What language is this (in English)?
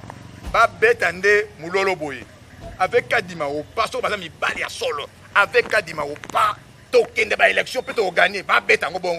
Lingala